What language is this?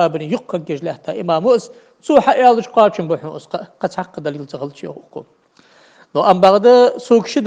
Ingush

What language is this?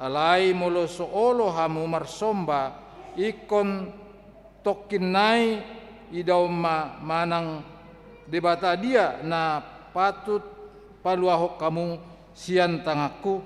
Batak Toba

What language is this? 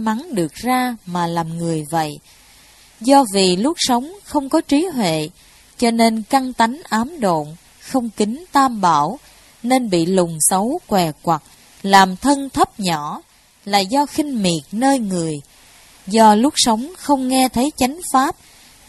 Vietnamese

